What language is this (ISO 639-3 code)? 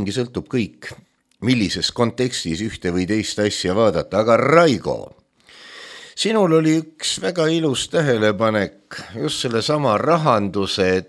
est